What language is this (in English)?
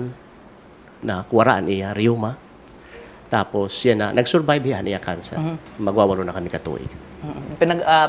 Waray